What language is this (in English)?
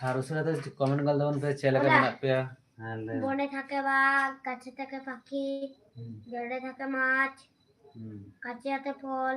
Santali